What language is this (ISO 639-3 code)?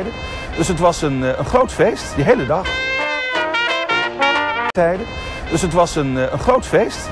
nld